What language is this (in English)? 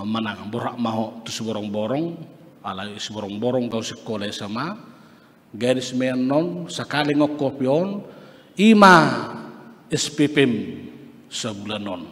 Batak Toba